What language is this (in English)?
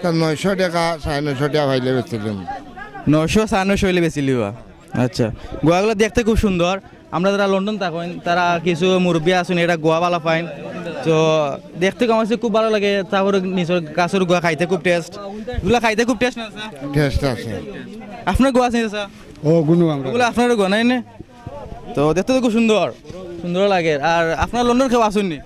Sylheti